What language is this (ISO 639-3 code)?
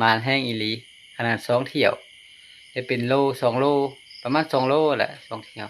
lao